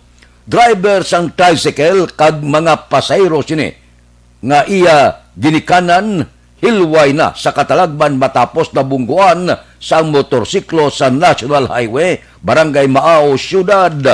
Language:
Hiligaynon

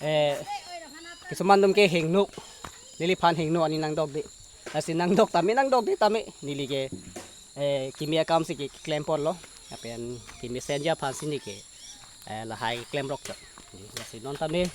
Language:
Karbi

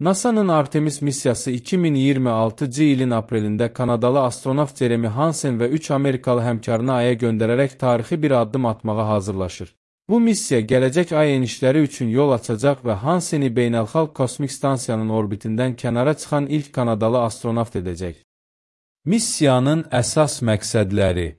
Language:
Azerbaijani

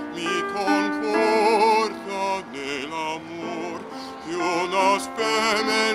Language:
Italian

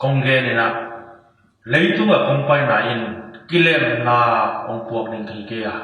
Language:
Tedim Chin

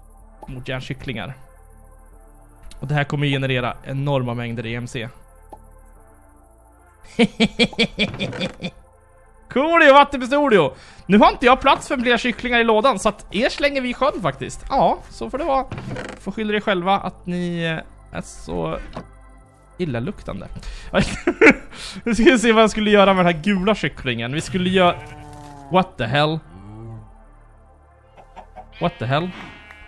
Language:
Swedish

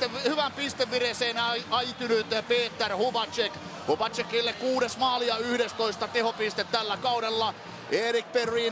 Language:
Finnish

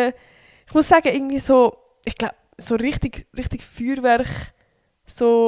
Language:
Swiss German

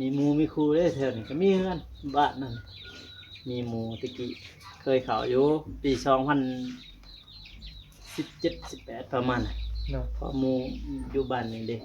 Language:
Northeastern Thai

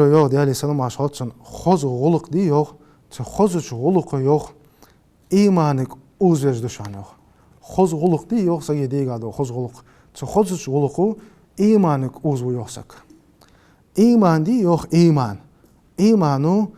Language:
Ingush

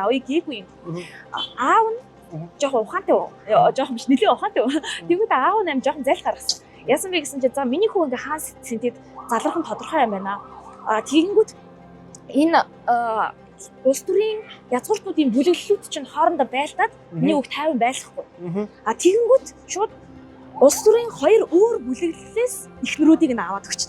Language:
Mongolian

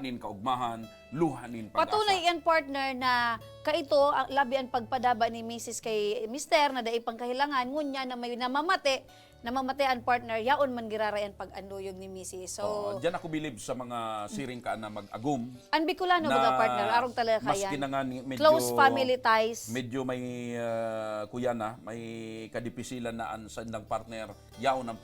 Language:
Bikol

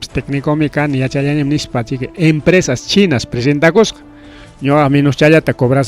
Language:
Ayacucho Quechua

